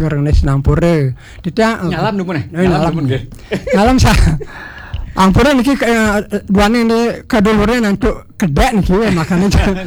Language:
Balinese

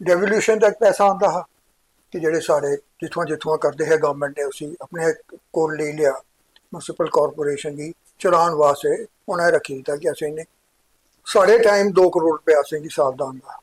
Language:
Dogri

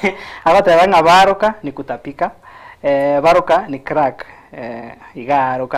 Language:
Gusii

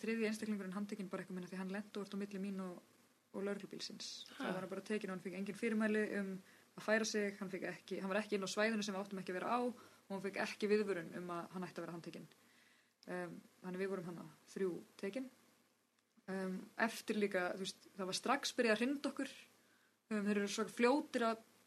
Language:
Icelandic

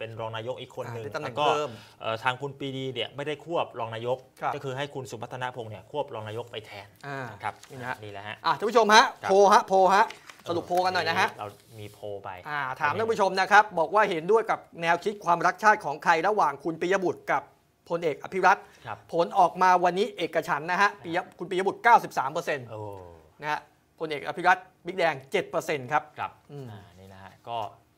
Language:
Thai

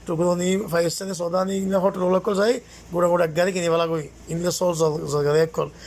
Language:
Rohingya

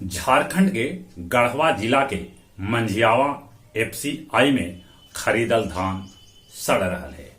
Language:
Magahi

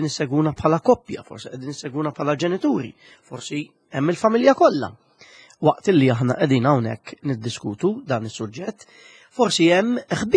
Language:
Maltese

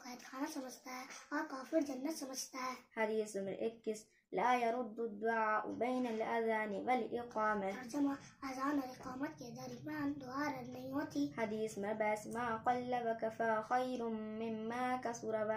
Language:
Urdu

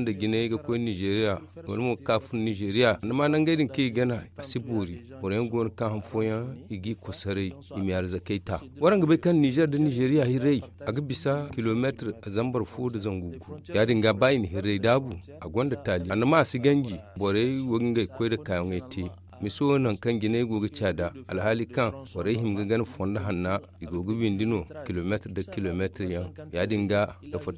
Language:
Zarma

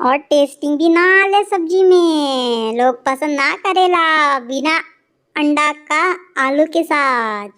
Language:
Bhojpuri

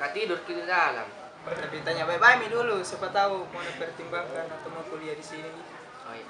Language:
Makassar Malay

